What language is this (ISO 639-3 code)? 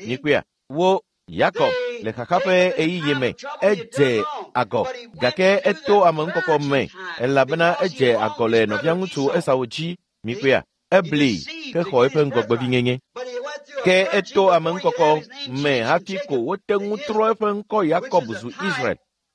ewe